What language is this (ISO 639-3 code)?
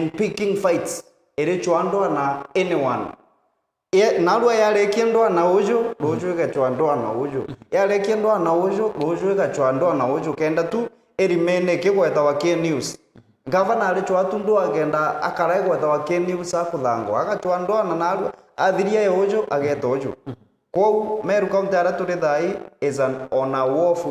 mer